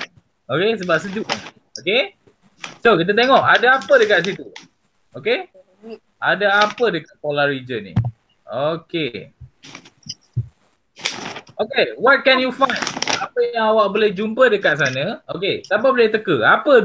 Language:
Malay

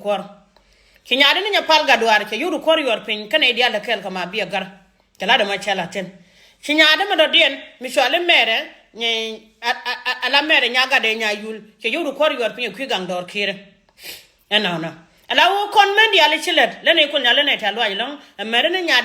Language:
Nuer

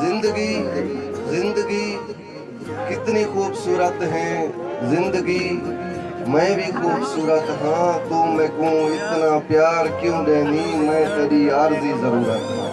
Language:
Saraiki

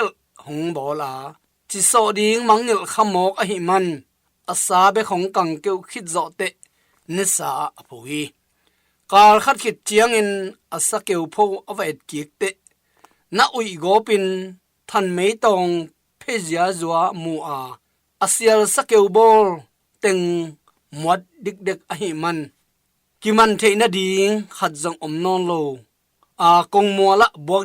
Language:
Tedim Chin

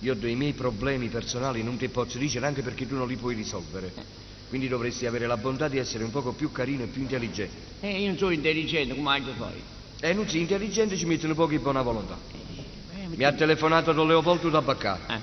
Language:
Neapolitan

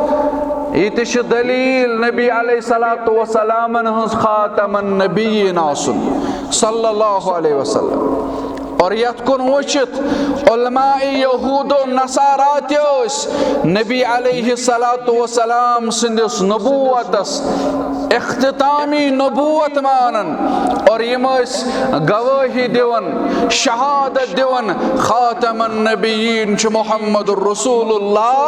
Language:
Kashmiri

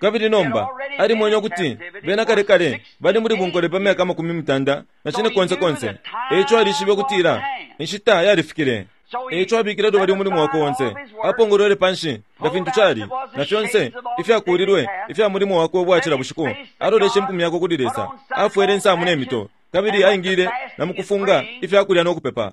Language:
Bemba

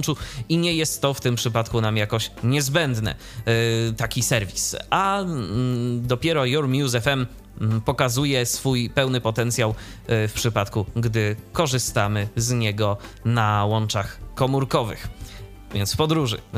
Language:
Polish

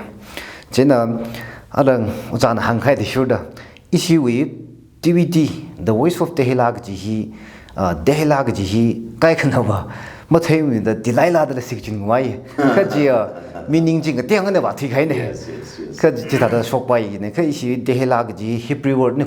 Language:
Tangkhul Naga (India)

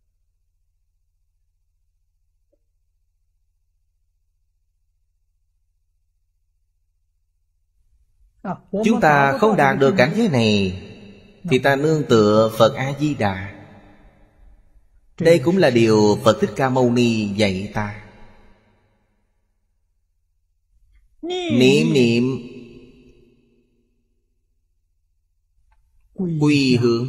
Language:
Vietnamese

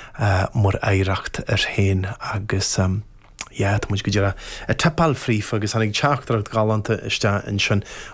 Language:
Irish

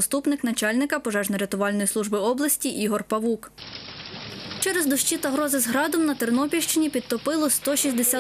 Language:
Ukrainian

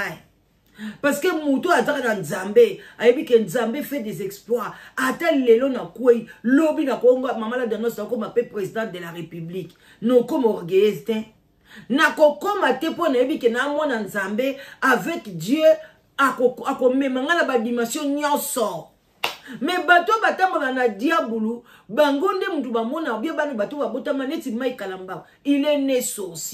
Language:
Lingala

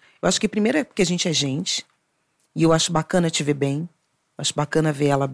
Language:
Portuguese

